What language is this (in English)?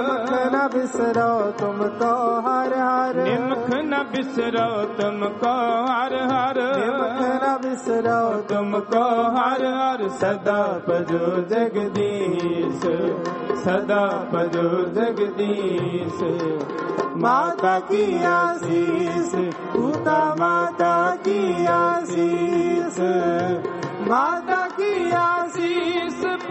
Punjabi